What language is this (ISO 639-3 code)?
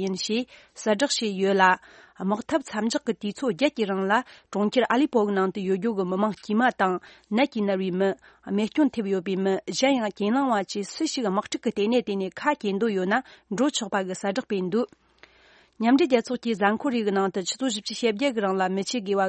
bod